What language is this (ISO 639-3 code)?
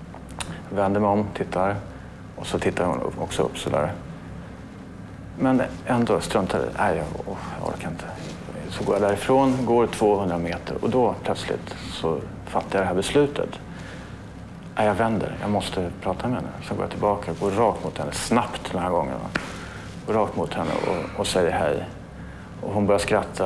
swe